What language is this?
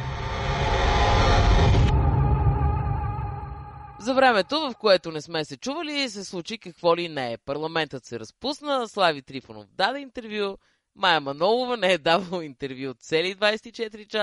Bulgarian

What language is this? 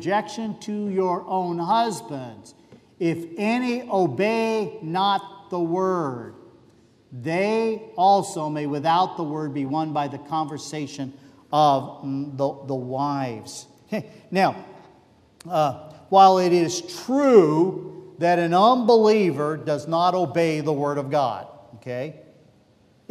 English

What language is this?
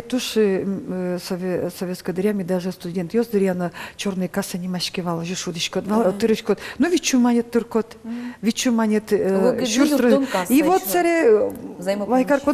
Udmurt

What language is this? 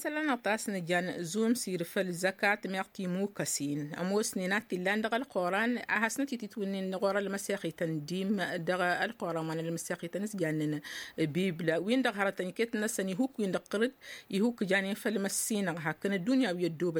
Tamasheq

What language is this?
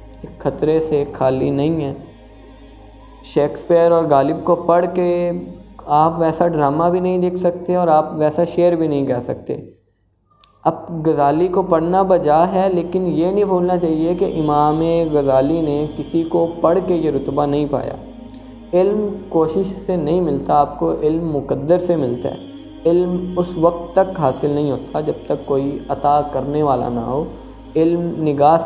Urdu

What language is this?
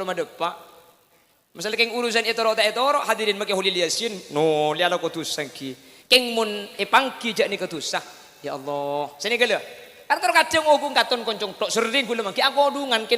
Madurese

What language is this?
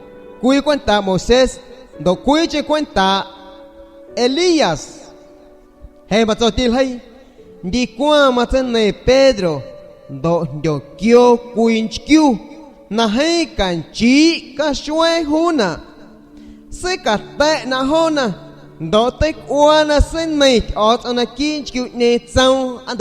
San Pedro Amuzgos Amuzgo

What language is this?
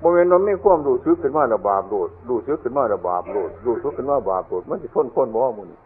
Northeastern Thai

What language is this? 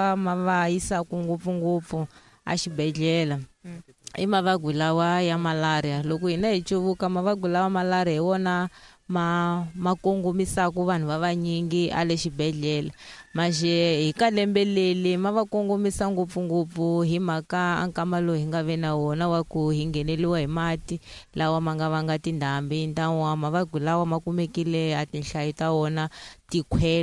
Tsonga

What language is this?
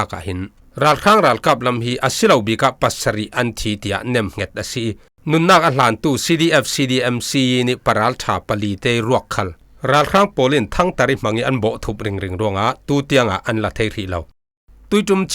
Falam Chin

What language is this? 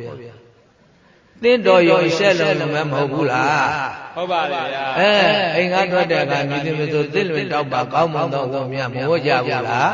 Burmese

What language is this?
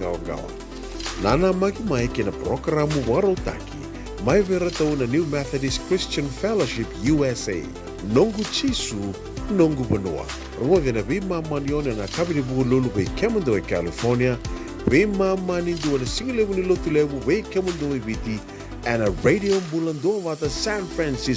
Fijian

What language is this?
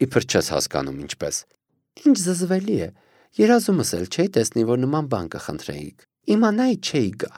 Armenian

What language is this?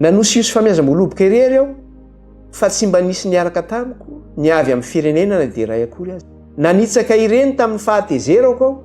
Malagasy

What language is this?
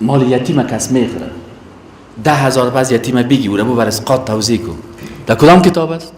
Persian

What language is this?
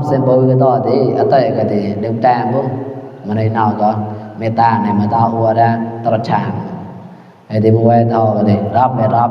Mon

